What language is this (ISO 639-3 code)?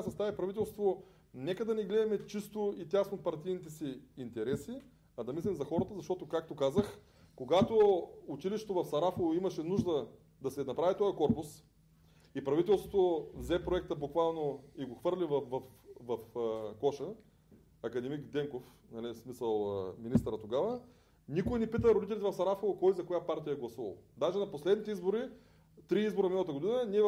bul